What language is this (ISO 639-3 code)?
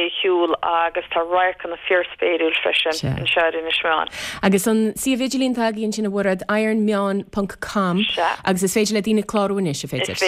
gle